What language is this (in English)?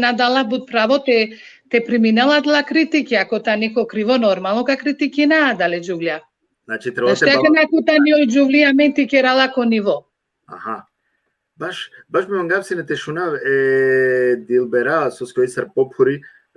Balkan Romani